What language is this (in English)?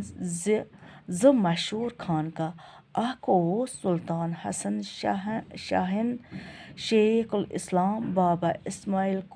Kashmiri